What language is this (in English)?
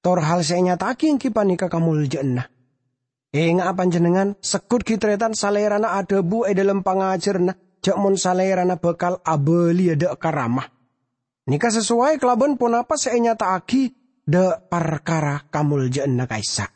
Madurese